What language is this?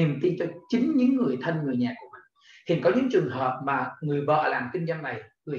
Vietnamese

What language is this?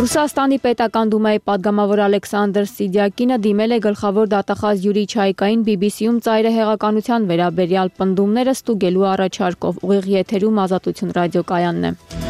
Armenian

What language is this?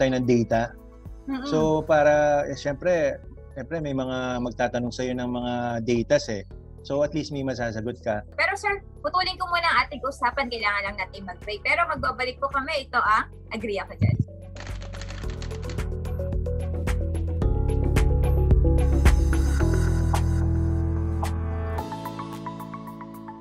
Filipino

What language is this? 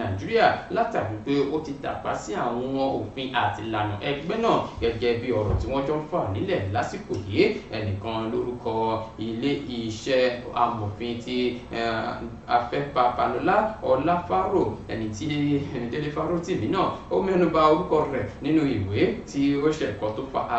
Yoruba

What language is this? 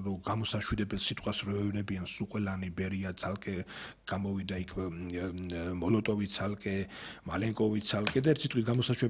Georgian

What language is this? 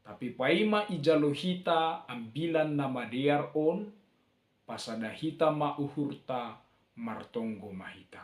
Batak Simalungun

